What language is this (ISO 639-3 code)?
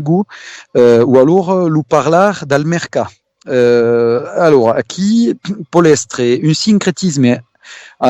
oci